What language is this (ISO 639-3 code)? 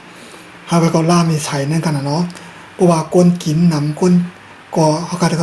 shn